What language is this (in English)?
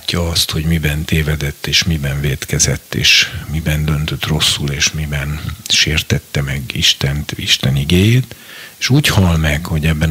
Hungarian